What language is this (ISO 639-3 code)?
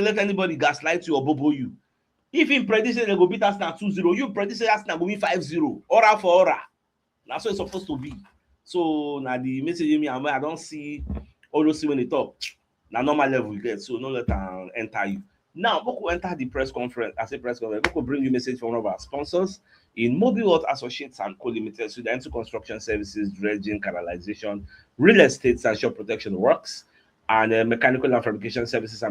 pcm